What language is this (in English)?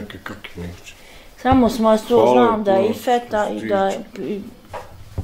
Bosnian